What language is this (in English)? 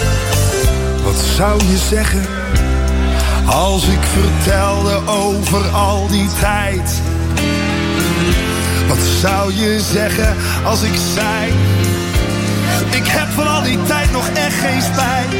Dutch